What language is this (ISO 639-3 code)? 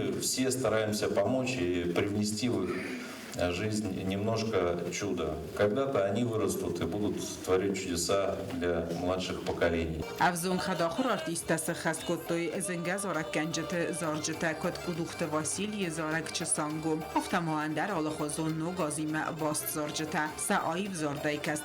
oss